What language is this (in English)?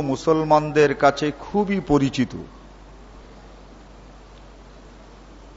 Bangla